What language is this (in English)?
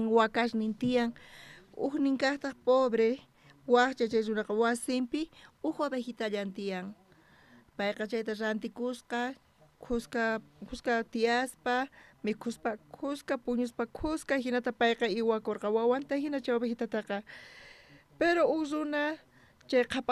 South Bolivian Quechua